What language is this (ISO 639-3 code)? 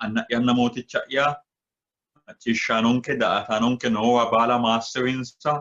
sid